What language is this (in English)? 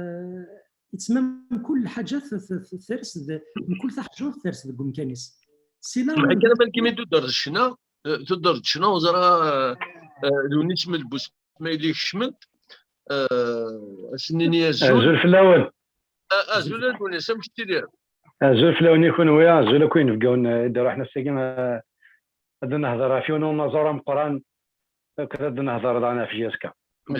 Kabyle